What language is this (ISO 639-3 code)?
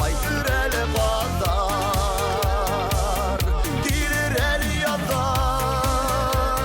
bak